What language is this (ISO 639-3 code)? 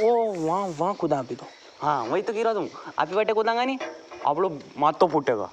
raj